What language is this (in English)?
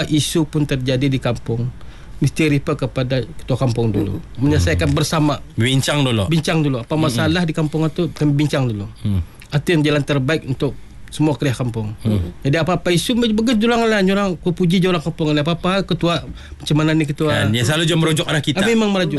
Malay